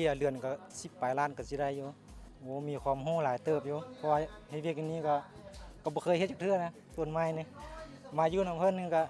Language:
Lao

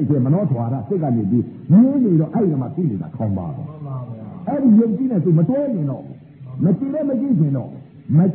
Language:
Burmese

